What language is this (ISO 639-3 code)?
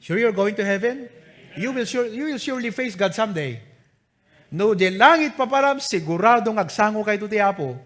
ilo